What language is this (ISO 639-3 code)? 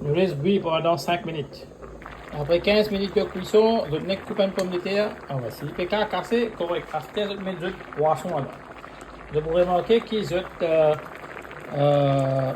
mfe